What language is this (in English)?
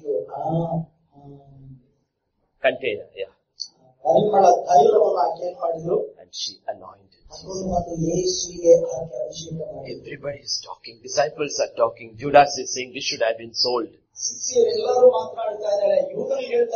Kannada